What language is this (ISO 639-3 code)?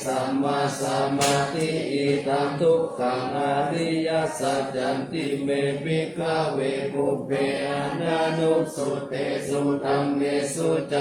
pli